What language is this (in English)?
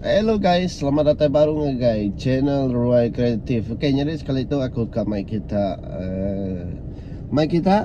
Iban